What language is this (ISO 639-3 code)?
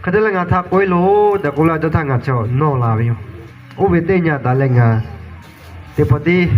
lhu